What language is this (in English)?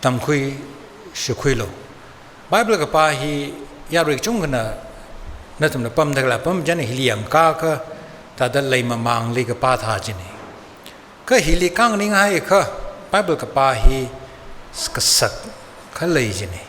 Tangkhul Naga (India)